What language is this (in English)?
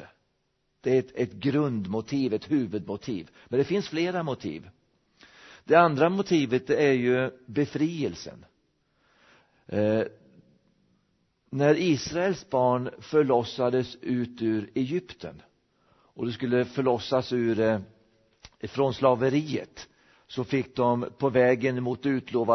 Swedish